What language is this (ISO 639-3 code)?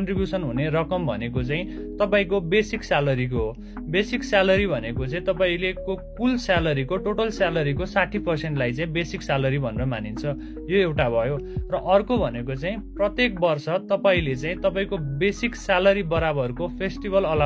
nep